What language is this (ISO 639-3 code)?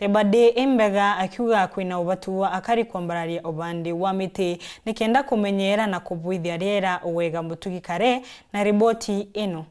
mer